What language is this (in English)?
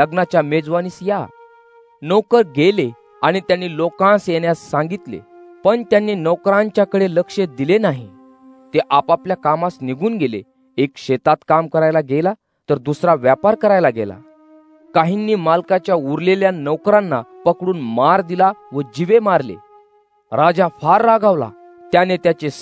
Marathi